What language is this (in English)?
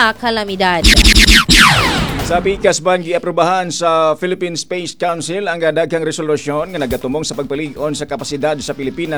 Cebuano